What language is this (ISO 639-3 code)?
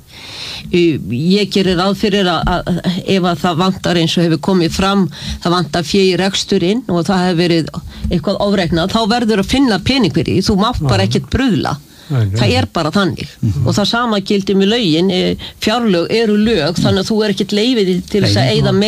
isl